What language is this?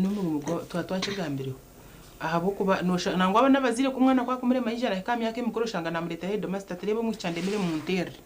Nyankole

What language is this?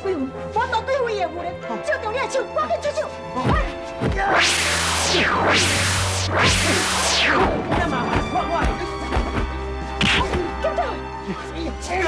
Chinese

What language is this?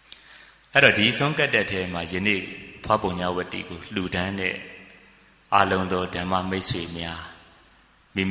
Burmese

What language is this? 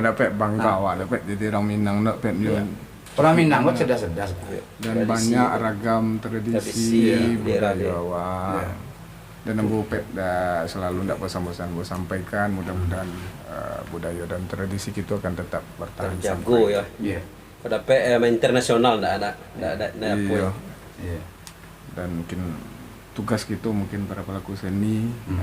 Minangkabau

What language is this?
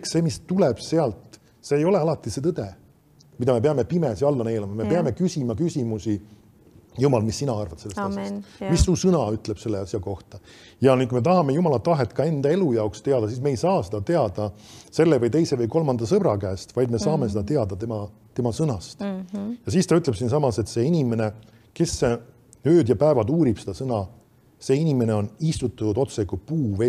Estonian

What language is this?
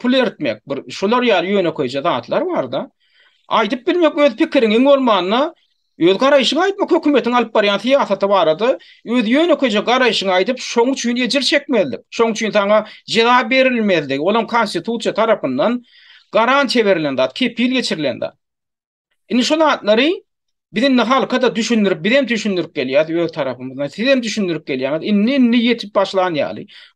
Turkmen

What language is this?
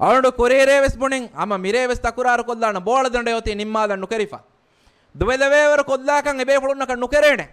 Divehi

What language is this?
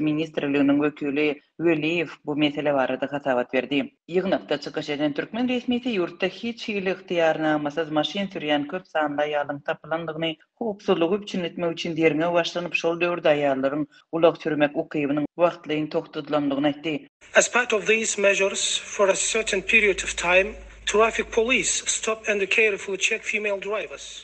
Turkmen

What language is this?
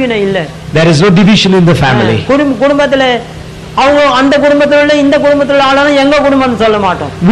Tamil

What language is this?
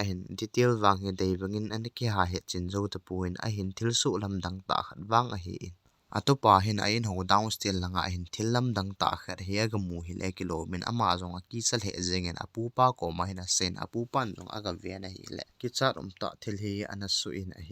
Thado Chin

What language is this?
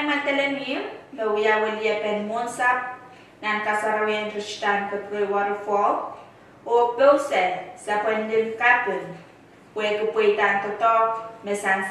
Pohnpeian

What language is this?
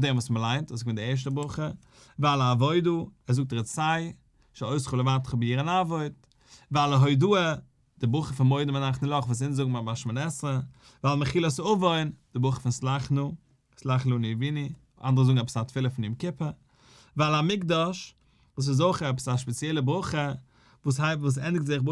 Yiddish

